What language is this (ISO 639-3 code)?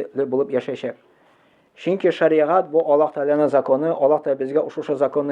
tat